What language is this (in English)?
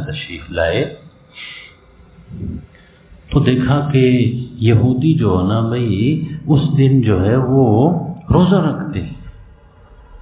Urdu